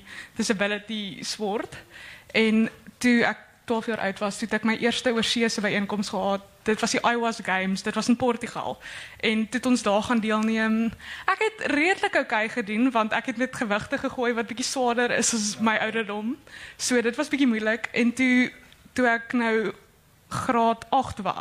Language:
Afrikaans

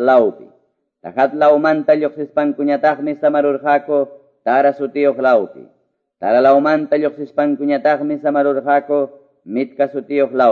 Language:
Quechua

